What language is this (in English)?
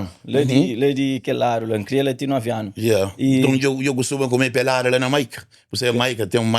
Kabuverdianu